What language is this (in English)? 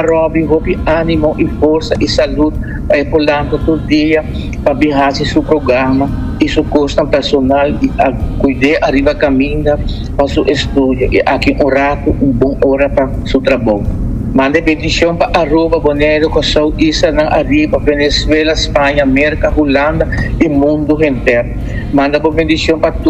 Papiamento